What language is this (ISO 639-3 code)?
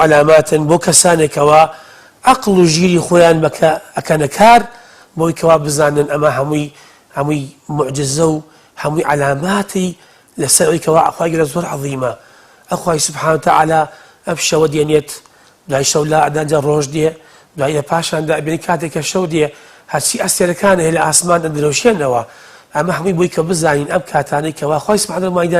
ckb